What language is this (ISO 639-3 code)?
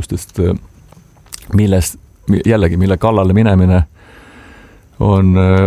est